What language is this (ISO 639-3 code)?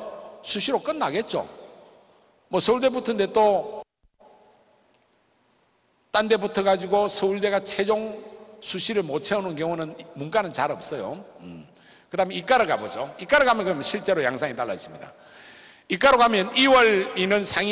kor